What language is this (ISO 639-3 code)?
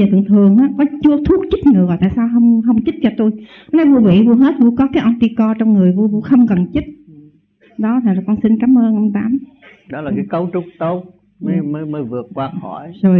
vie